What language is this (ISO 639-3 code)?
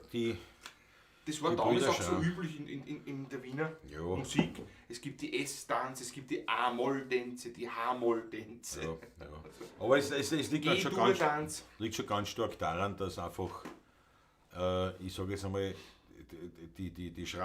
bar